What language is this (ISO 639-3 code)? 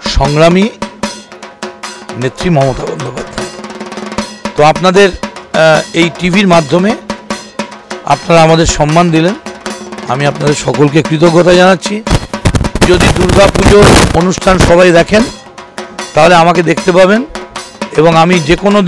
ben